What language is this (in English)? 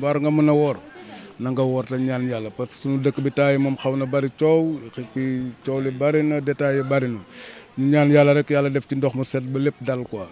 Wolof